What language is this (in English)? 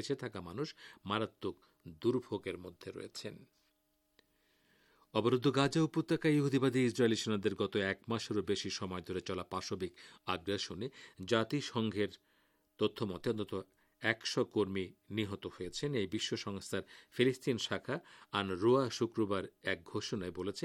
Bangla